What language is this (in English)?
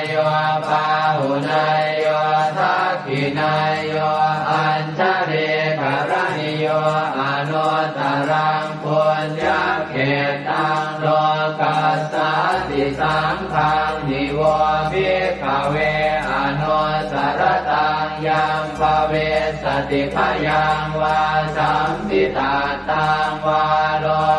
Pali